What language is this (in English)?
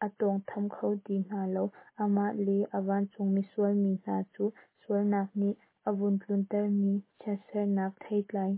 Hakha Chin